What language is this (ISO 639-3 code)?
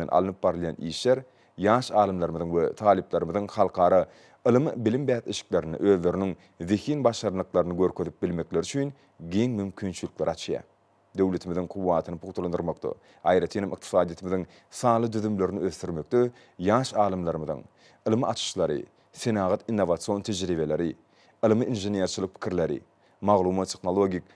tuk